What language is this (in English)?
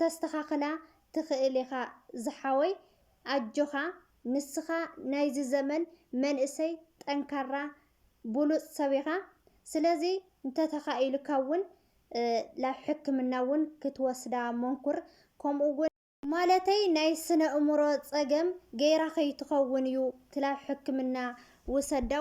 Tigrinya